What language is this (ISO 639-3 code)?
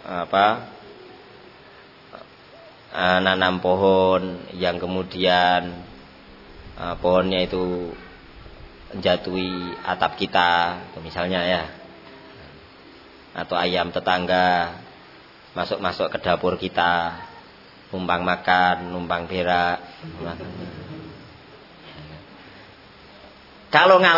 ind